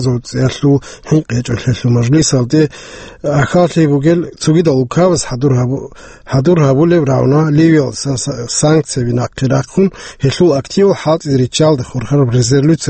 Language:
Avaric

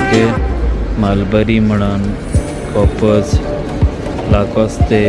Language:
Konkani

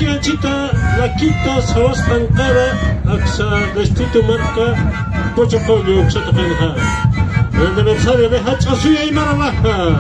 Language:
Aymara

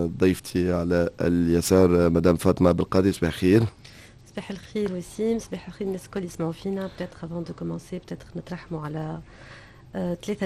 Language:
Tunisian Arabic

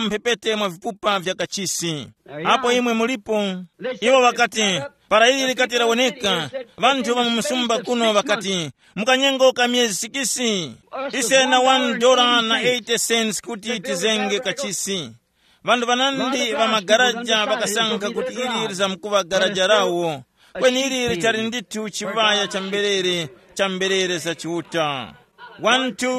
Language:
Tumbuka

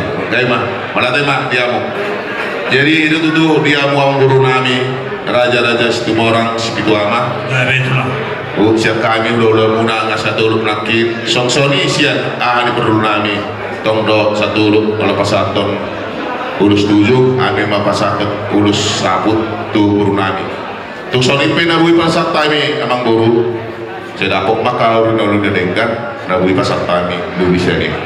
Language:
Batak Toba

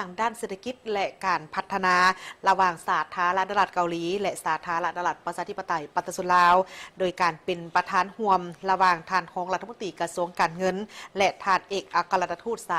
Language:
Lao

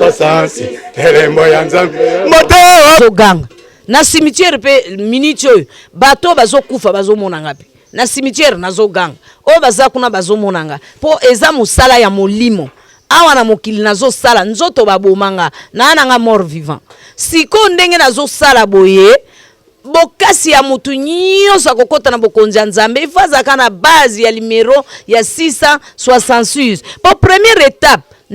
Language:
Lingala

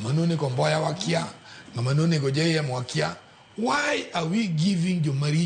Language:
Luo (Kenya and Tanzania)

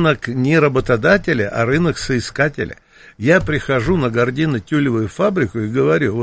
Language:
Russian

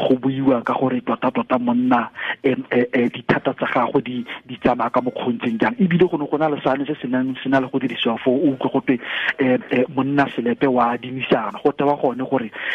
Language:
Tswana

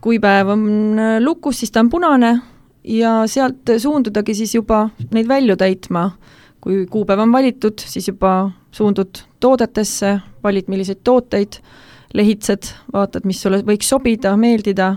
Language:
Estonian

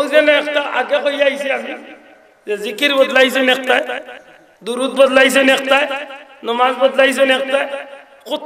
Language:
Sylheti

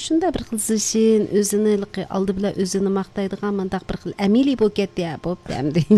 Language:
Uyghur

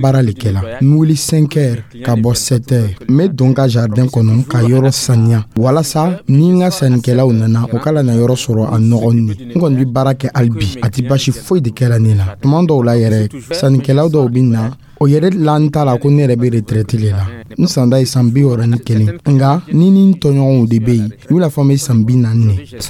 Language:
Dyula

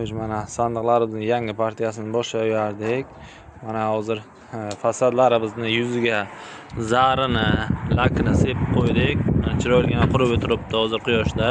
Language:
Uzbek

